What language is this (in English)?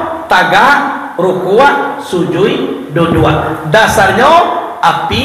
Minangkabau